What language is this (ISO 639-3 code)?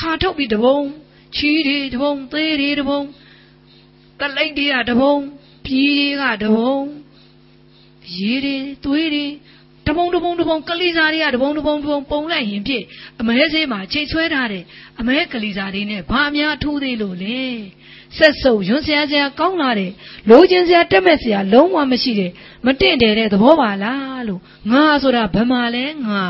mya